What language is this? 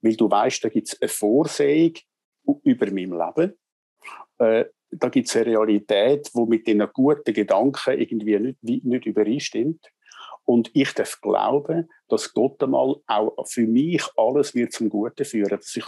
Swiss German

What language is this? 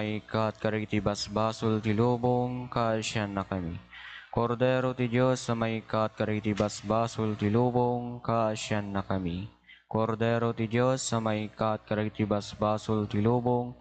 Iloko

